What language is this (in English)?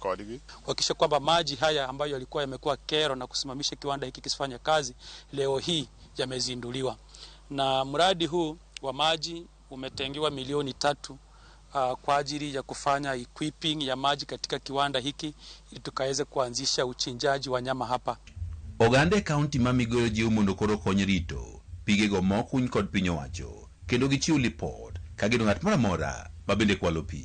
Luo (Kenya and Tanzania)